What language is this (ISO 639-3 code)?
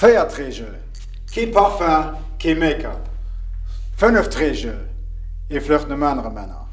ltz